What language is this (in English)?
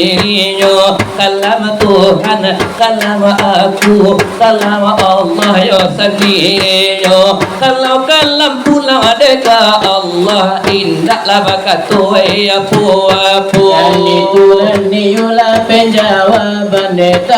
Minangkabau